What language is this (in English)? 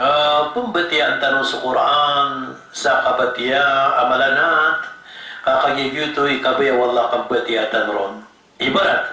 Maranao